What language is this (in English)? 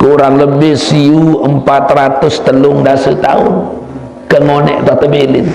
Sasak